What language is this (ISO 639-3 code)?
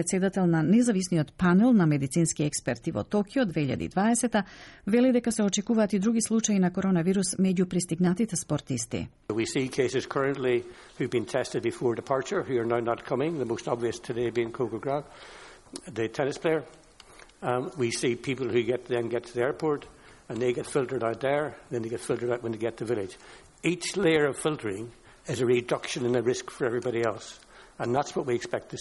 mkd